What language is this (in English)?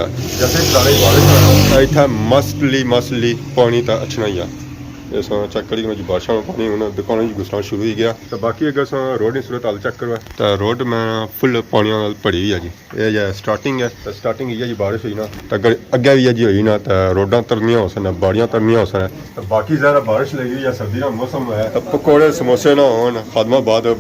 Pahari-Potwari